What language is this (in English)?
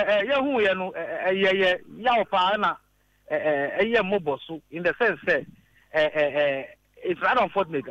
Akan